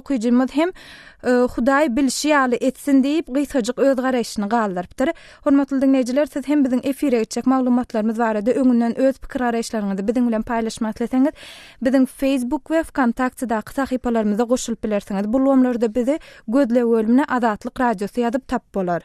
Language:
Turkmen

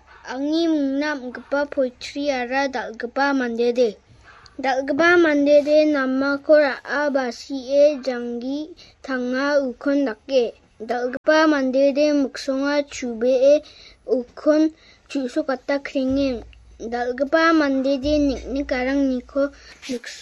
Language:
Garo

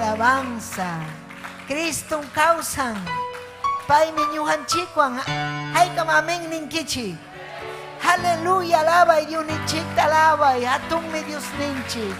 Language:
Ayacucho Quechua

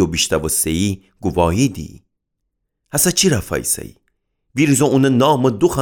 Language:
Gilaki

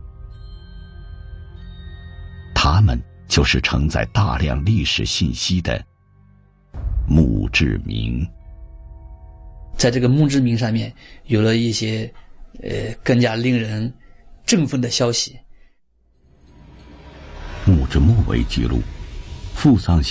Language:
Chinese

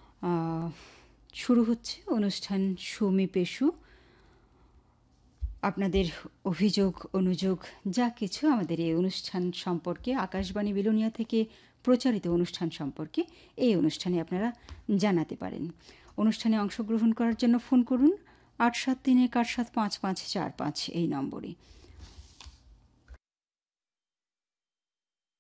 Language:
Bangla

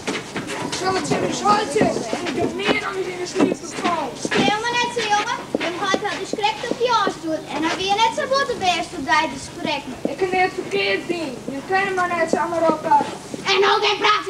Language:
Western Frisian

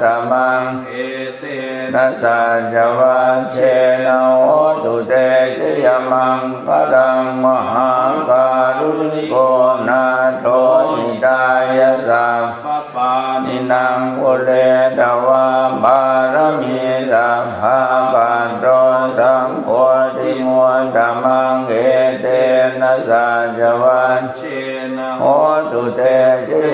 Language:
Pali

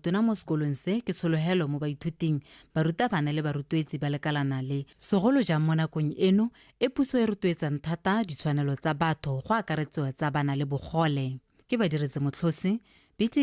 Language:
Tswana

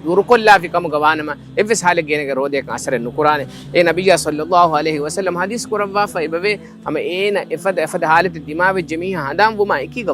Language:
Divehi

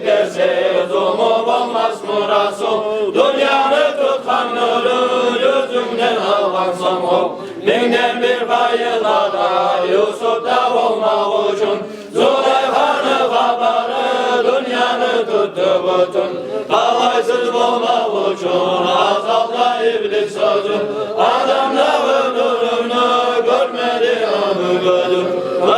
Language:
Kumyk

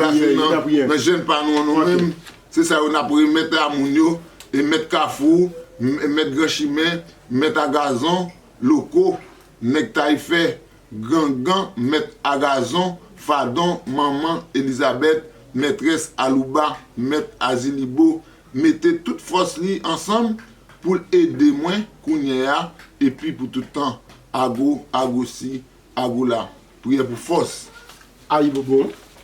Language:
Haitian Creole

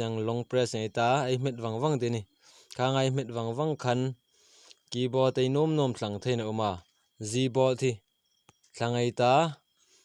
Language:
Hmar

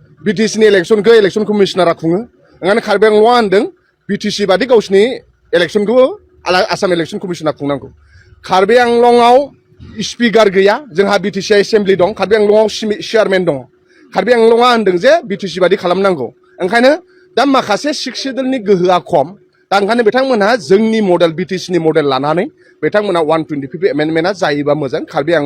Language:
Bodo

